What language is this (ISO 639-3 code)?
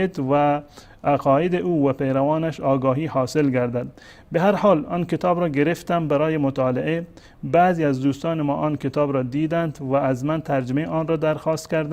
fas